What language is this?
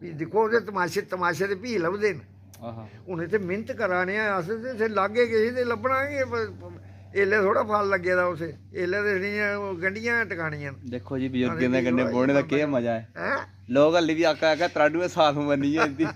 Dogri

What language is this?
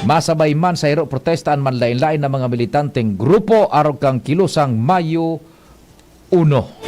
Bikol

